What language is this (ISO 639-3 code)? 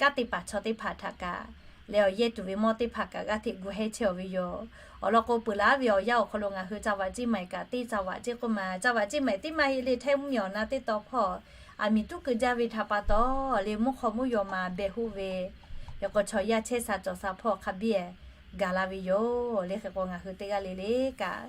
lhu